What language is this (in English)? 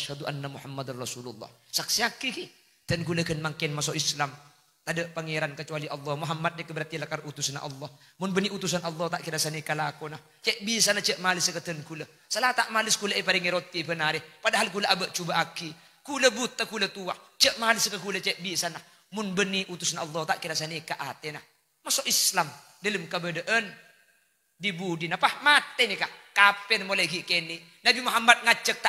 Madurese